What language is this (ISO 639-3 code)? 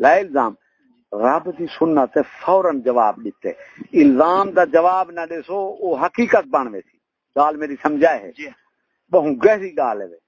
skr